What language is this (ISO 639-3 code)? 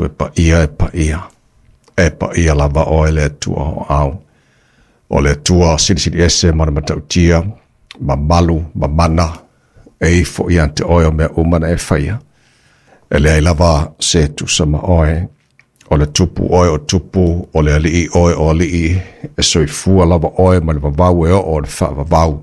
smo